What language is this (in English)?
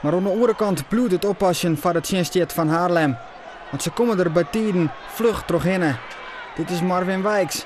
Western Frisian